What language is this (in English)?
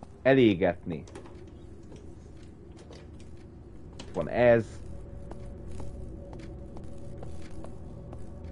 Hungarian